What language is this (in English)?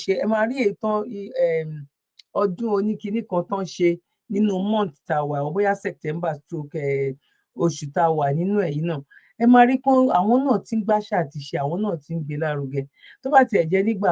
Yoruba